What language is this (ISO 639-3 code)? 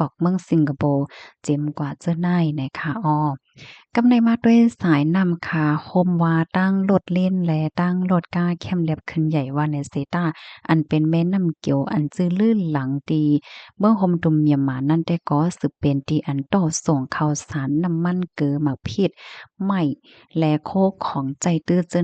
shn